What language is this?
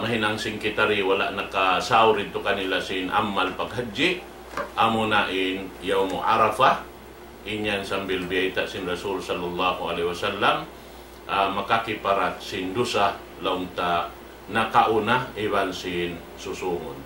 Tausug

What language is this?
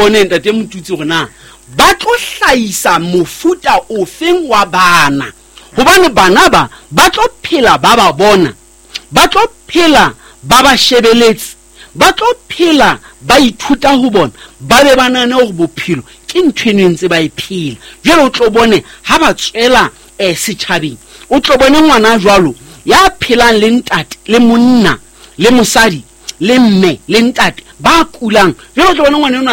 Southern Sotho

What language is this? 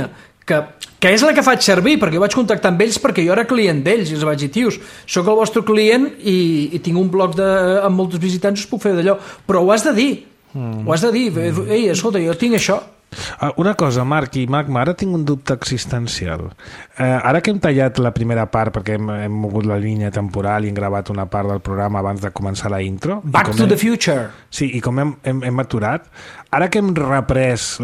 Catalan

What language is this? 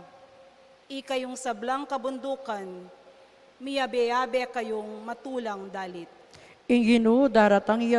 Pampanga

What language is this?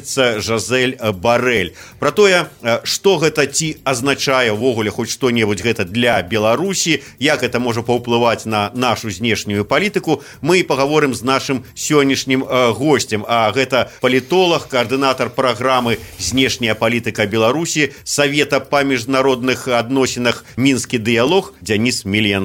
Belarusian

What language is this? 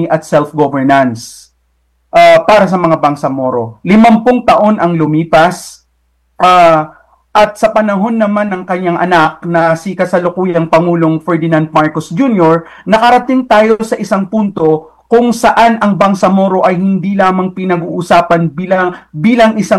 Filipino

